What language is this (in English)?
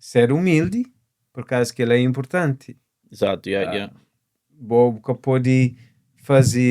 Kabuverdianu